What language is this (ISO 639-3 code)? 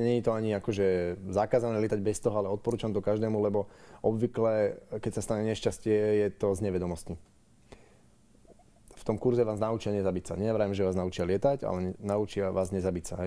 slk